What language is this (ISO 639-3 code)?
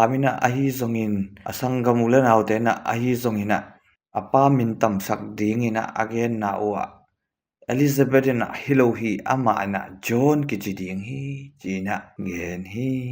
ctd